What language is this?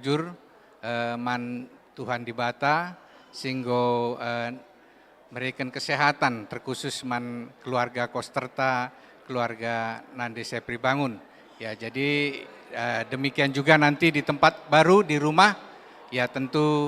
Batak Karo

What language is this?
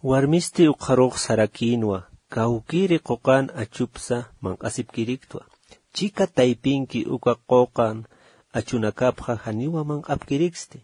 Aymara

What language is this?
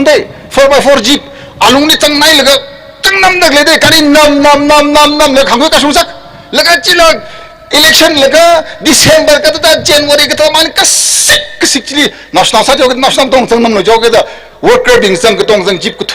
Tangkhul Naga (India)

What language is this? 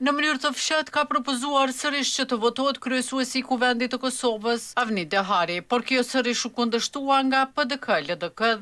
Albanian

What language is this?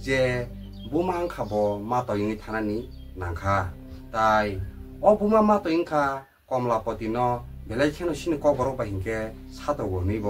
Kok Borok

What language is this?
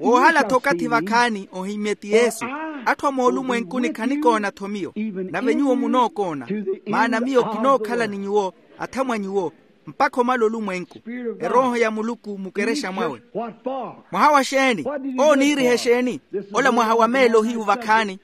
Makhuwa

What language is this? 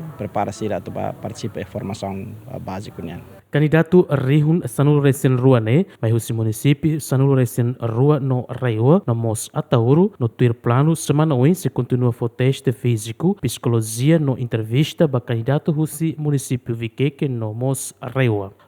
Tetum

